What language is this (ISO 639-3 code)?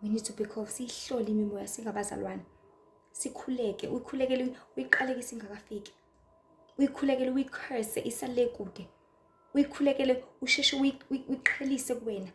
zul